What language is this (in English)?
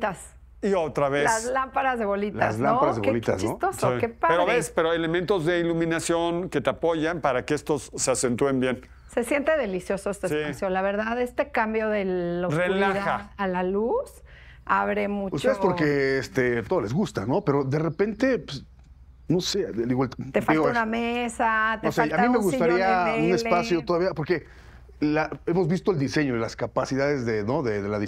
Spanish